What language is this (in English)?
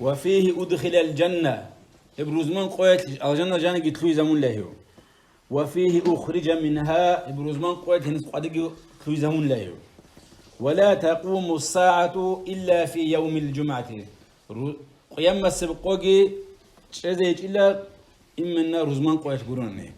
Avaric